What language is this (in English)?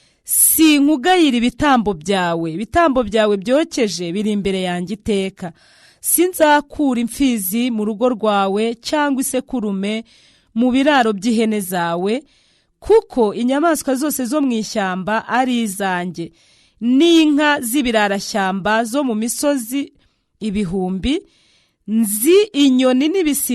Kinyarwanda